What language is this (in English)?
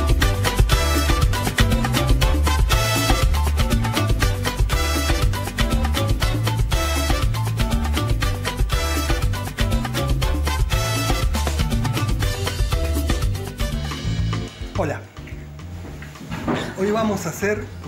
Spanish